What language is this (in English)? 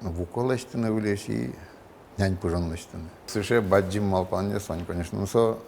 Udmurt